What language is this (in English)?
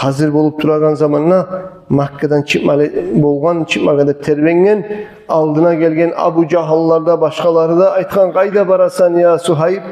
Kumyk